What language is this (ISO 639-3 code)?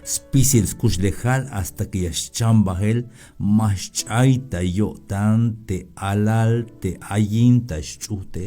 tzh